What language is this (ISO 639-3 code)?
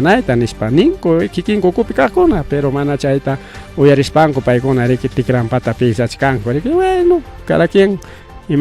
quy